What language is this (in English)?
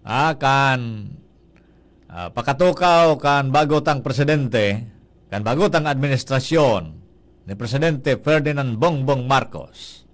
Bikol